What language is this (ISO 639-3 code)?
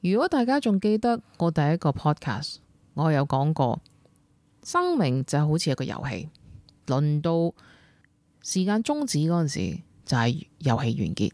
yue